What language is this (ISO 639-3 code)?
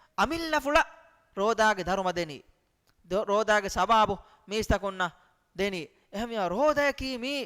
div